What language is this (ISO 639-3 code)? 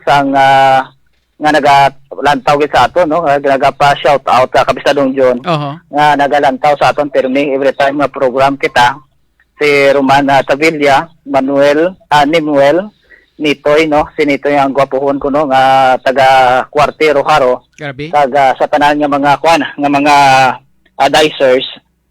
hil